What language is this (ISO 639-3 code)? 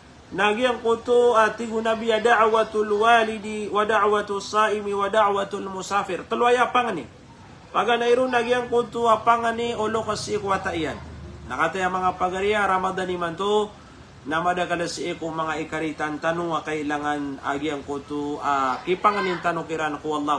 mrw